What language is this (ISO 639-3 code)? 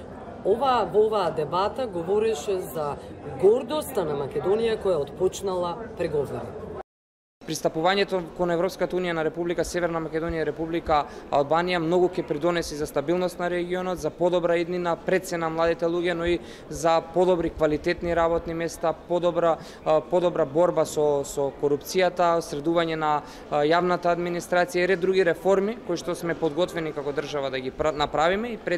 mkd